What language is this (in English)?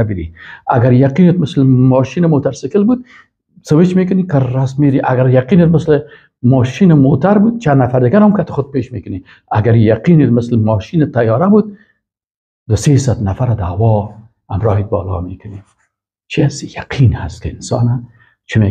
Persian